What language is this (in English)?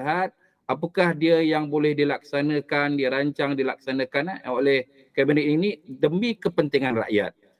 Malay